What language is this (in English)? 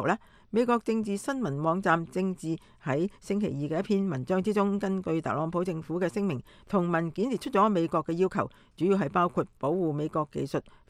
Cantonese